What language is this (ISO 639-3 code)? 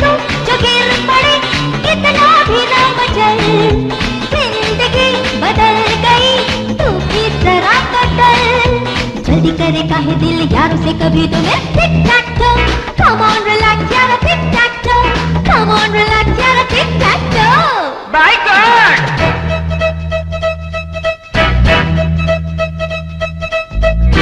hin